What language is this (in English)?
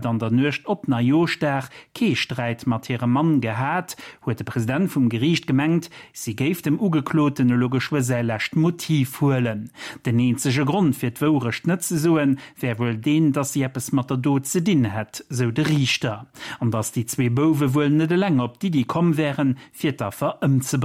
Luxembourgish